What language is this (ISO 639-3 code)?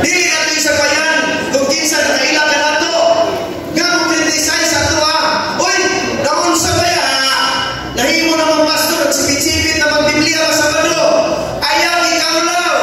ceb